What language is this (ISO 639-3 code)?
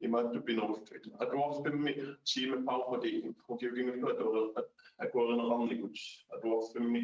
kal